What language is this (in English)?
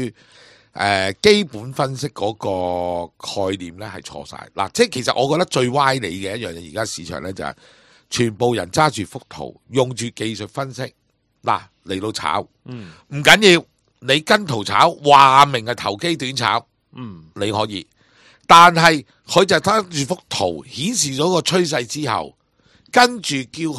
Cantonese